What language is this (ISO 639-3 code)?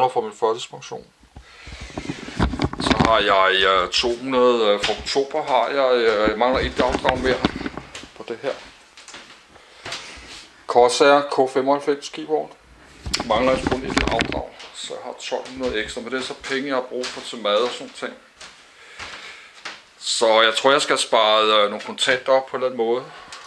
dan